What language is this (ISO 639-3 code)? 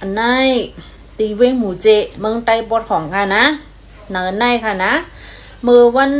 shn